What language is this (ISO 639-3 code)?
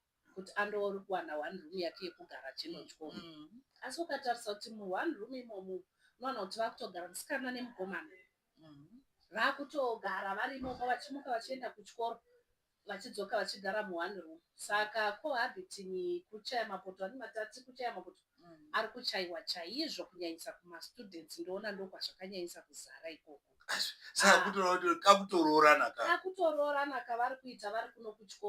sna